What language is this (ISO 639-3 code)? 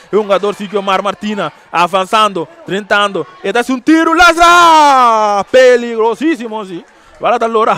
pap